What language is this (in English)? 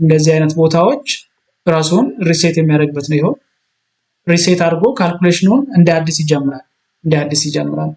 Amharic